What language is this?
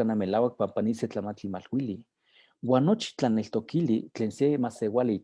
Eastern Huasteca Nahuatl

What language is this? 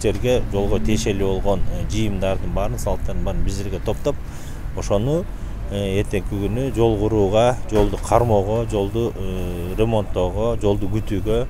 Kyrgyz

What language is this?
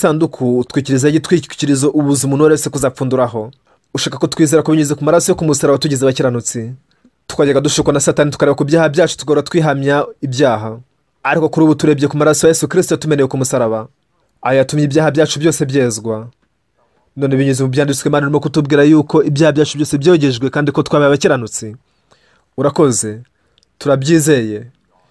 Kinyarwanda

